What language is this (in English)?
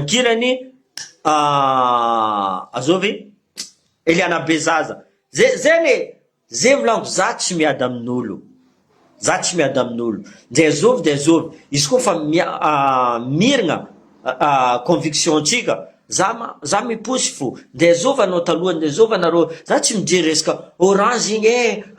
Malagasy